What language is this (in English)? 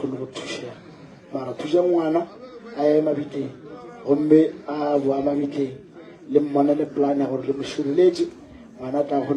Northern Sotho